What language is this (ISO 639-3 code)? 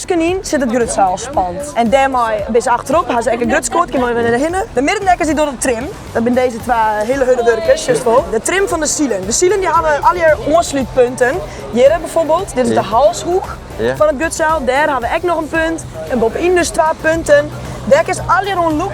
fry